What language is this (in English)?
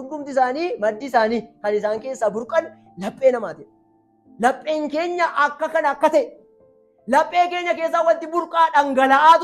Oromo